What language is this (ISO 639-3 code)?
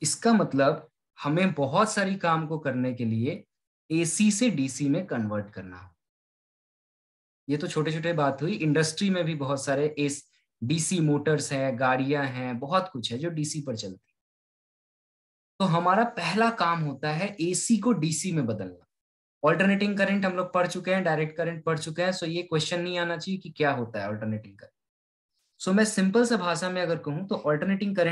hin